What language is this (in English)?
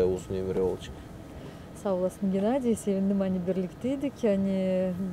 Gagauz